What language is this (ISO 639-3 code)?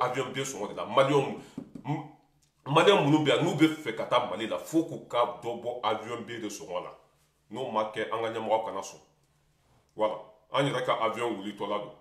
bam